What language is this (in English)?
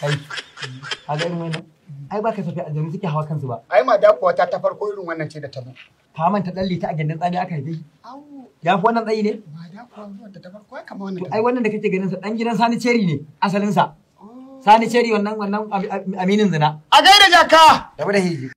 Hausa